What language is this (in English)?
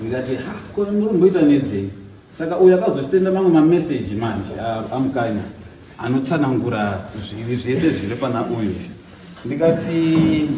Shona